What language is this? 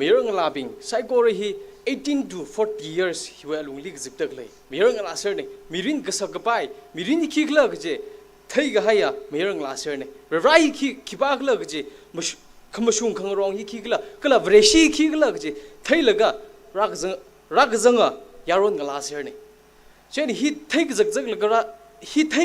Tangkhul Naga (India)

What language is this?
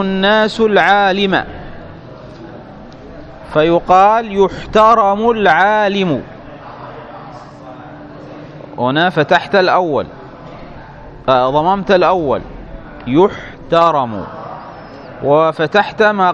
Arabic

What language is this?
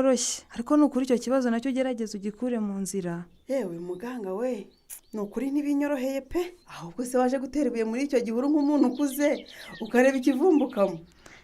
Kinyarwanda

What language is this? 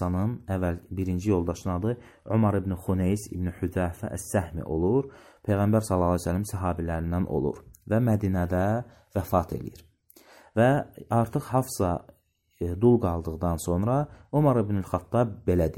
Azerbaijani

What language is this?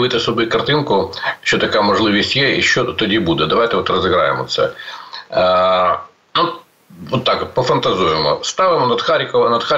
Ukrainian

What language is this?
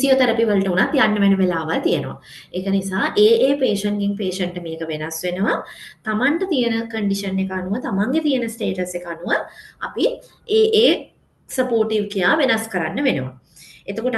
Sinhala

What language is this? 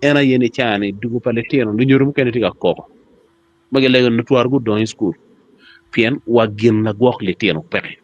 Acoli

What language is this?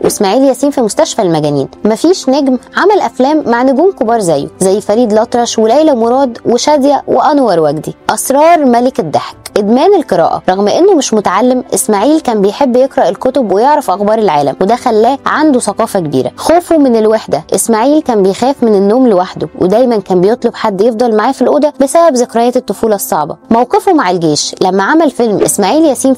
Egyptian Arabic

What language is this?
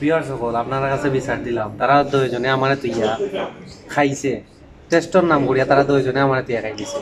Sylheti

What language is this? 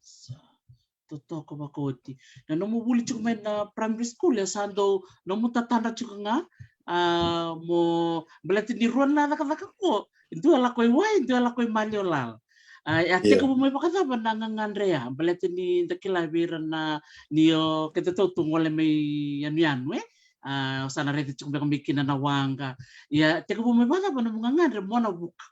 Fijian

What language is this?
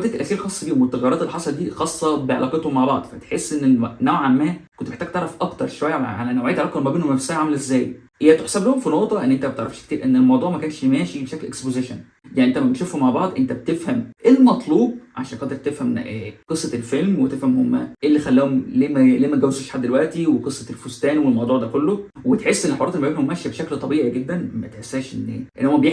Egyptian Arabic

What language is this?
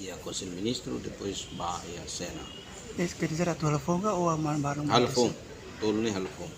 Tetum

